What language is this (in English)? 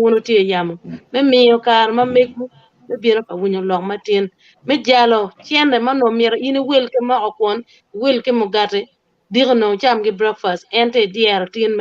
Acoli